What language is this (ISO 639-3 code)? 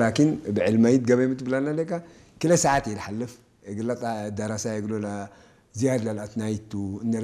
tig